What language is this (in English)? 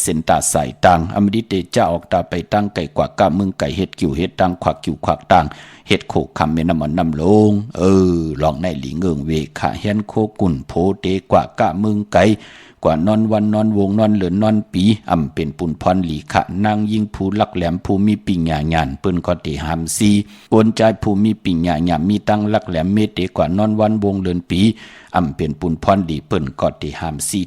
Shan